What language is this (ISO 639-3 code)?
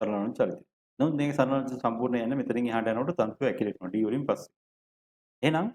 sin